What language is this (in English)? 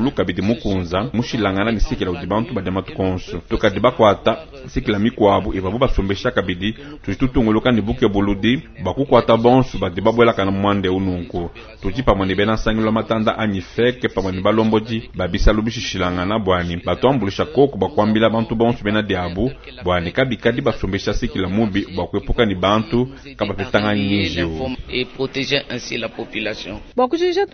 Luba-Lulua